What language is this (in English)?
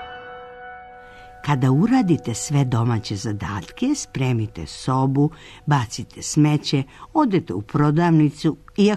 Serbian